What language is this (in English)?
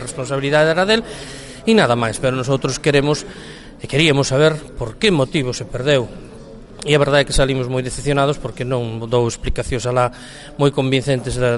Galician